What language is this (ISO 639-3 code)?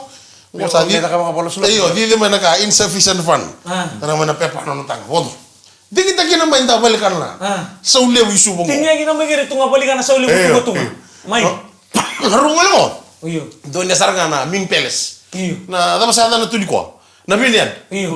fij